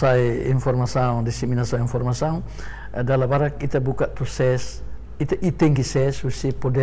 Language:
Tetum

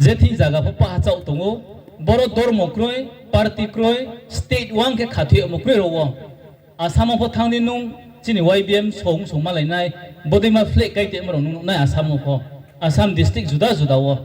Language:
Riang (India)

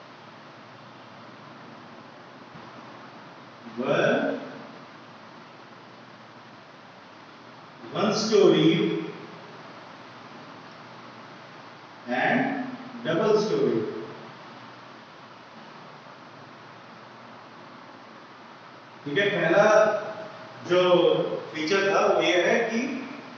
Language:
Hindi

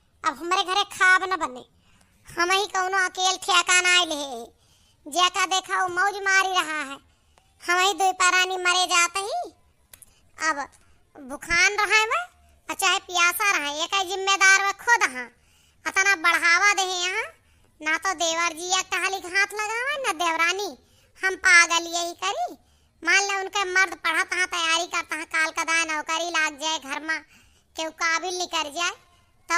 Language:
Awadhi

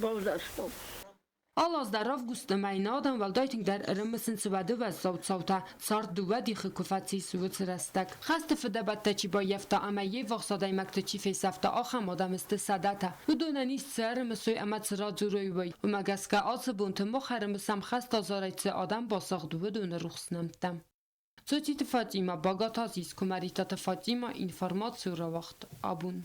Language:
Ossetic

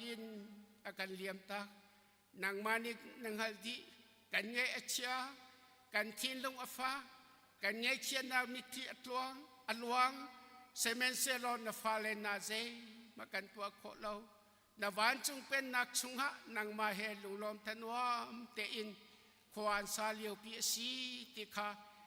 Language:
Hakha Chin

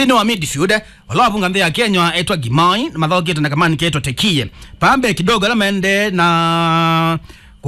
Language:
Kamba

